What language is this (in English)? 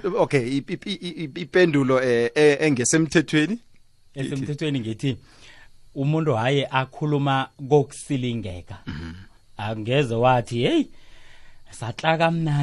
South Ndebele